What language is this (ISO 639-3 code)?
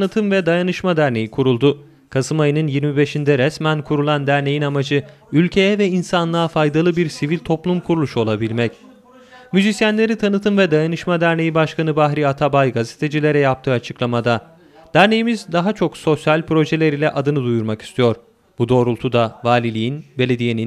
tur